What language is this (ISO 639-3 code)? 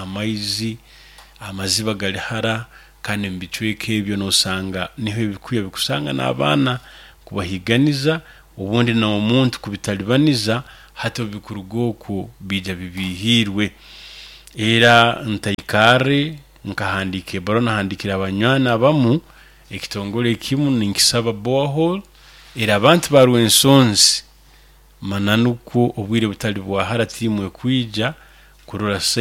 nyo